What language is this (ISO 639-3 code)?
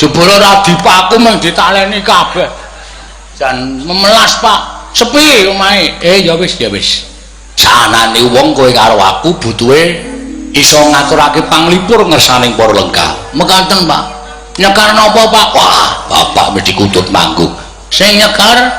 jav